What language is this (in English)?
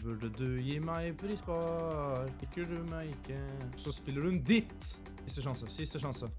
Norwegian